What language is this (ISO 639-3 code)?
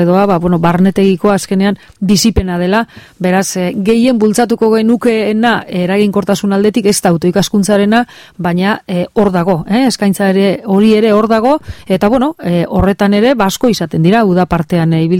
eus